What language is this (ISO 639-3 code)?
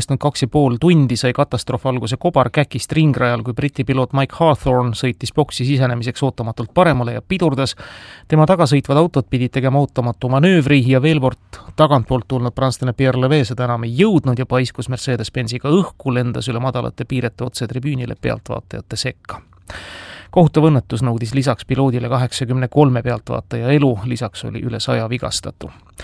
est